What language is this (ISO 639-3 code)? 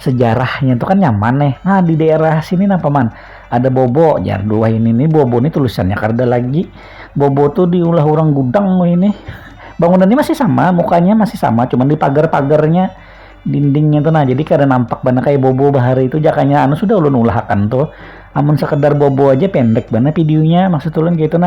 bjn